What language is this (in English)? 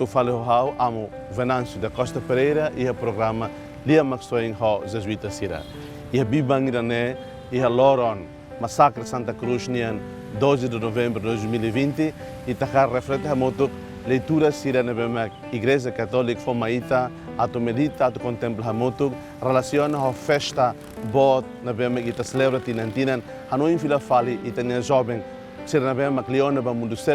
Tetum